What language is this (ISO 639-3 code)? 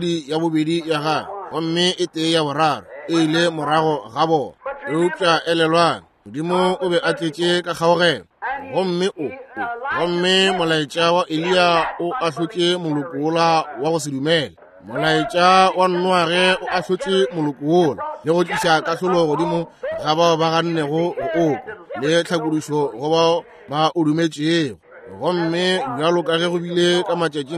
nso